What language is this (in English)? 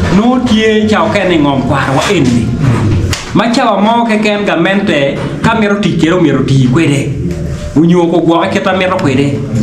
Acoli